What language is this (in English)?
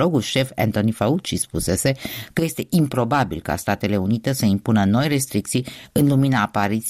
Romanian